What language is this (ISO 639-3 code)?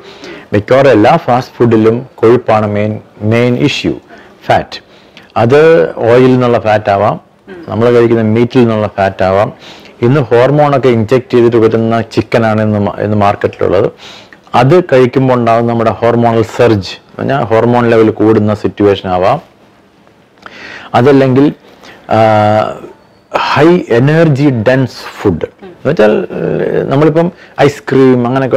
mal